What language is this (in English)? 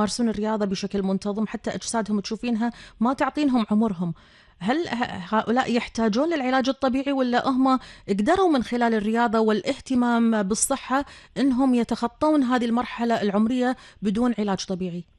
Gulf Arabic